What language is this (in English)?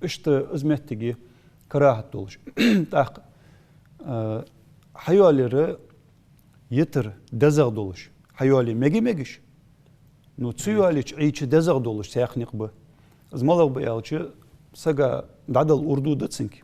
Ingush